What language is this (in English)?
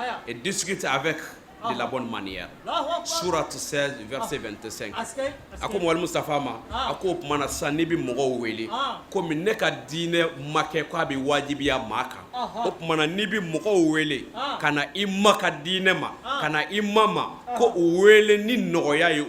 Bambara